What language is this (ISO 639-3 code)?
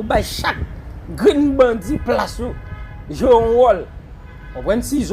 hat